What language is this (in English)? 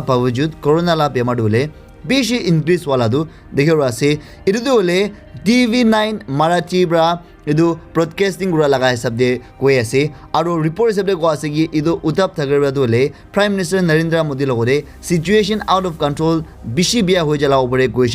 Naga Pidgin